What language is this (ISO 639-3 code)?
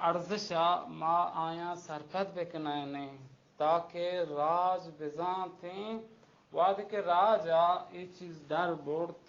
bal